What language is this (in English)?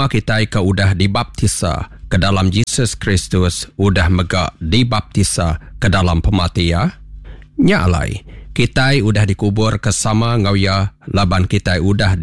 Iban